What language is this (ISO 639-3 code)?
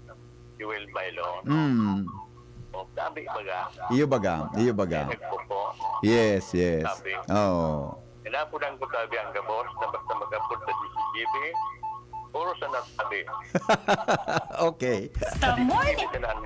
bik